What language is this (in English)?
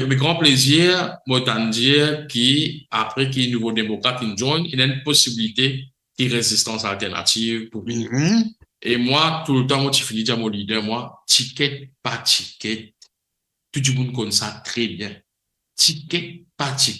Morisyen